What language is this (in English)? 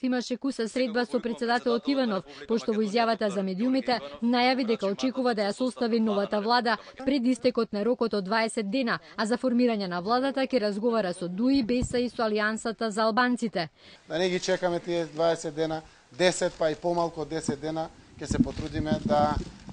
Macedonian